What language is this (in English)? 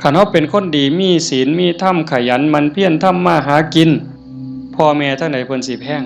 Northeastern Thai